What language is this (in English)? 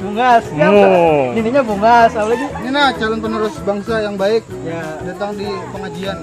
Banjar